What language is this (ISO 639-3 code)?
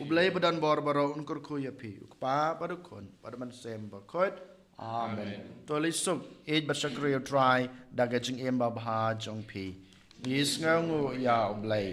kha